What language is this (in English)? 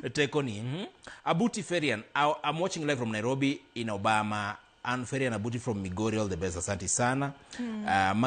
Luo (Kenya and Tanzania)